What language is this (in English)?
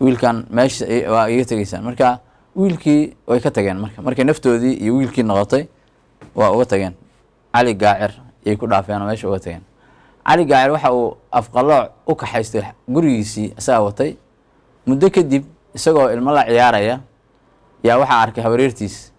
Somali